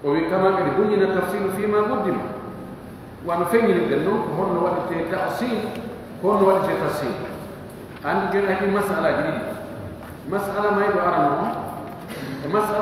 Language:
Pular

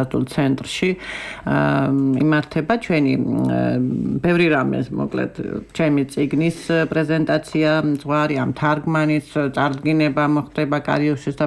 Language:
Georgian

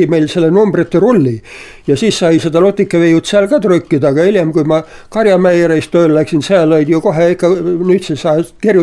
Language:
Estonian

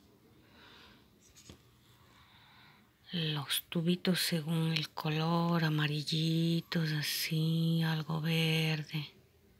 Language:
Spanish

